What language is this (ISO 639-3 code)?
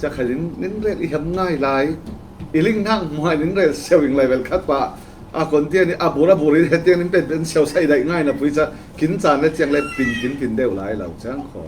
cfm